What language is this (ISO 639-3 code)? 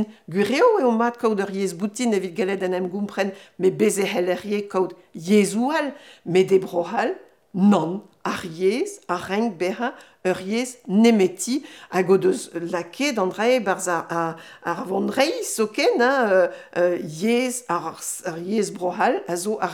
bre